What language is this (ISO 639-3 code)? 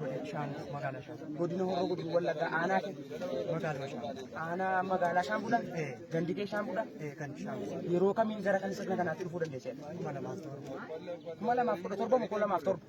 orm